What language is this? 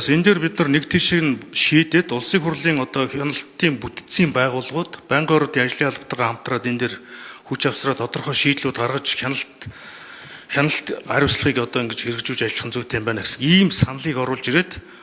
Mongolian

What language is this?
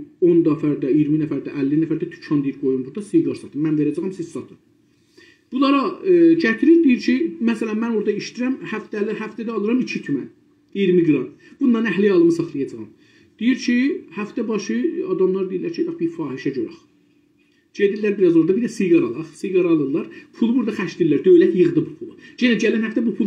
South Azerbaijani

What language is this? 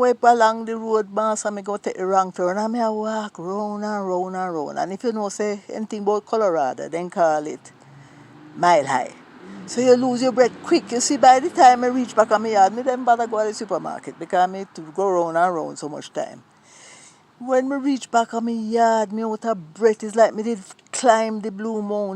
Jamaican Creole English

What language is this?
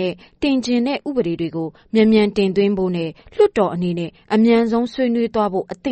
Burmese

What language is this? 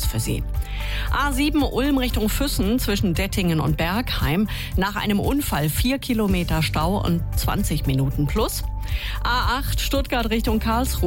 German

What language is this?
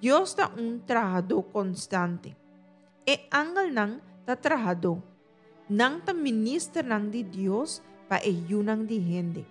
Papiamento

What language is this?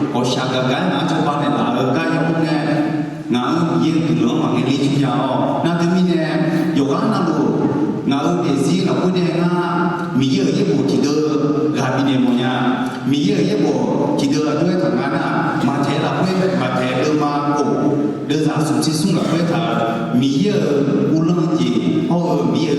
Akha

